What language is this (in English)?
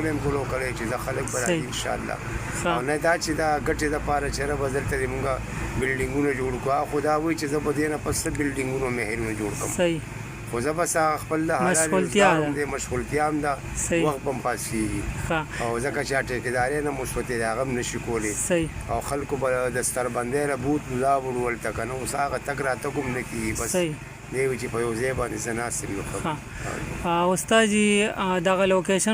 Pashto